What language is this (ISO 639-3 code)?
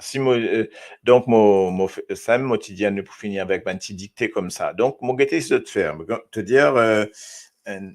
mfe